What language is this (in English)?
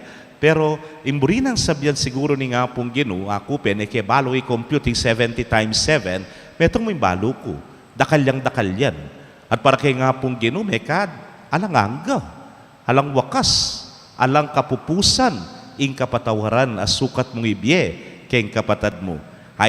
Pampanga